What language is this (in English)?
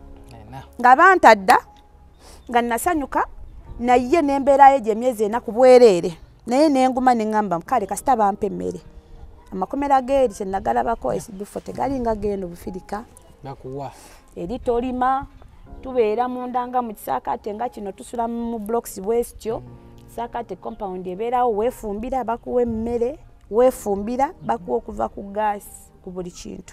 Ganda